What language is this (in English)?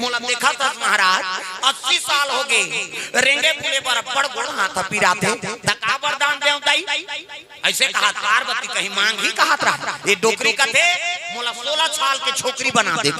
Chhattisgarhi